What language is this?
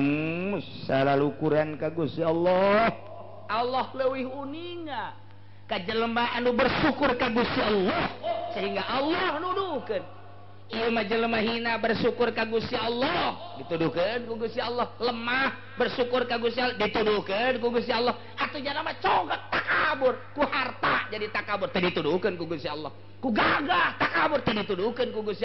Sundanese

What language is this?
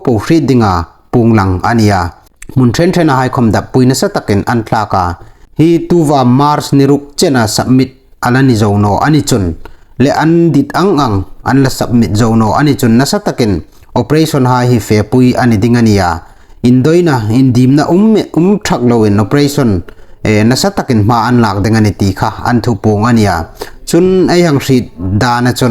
Hmar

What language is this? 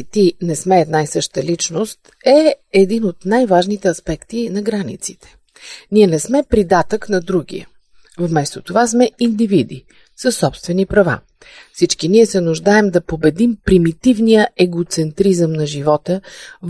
Bulgarian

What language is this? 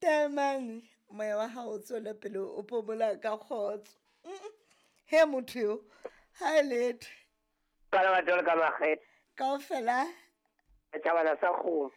Southern Sotho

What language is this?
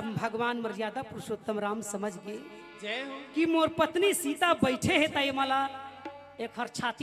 Chhattisgarhi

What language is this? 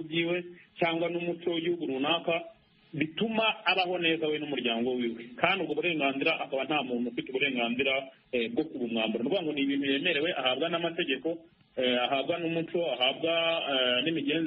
Kinyarwanda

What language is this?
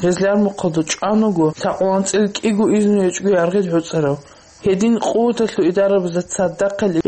Avaric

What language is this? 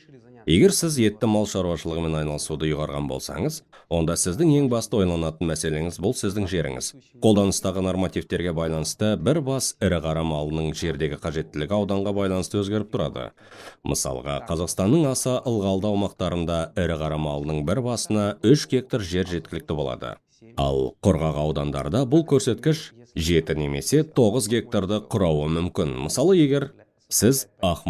Kazakh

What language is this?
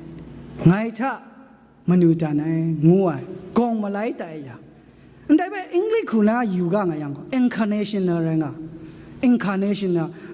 Kachin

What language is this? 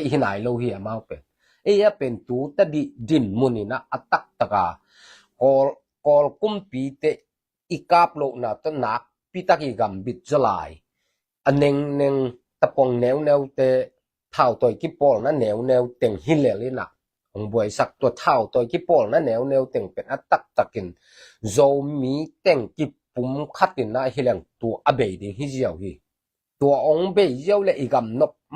Tedim Chin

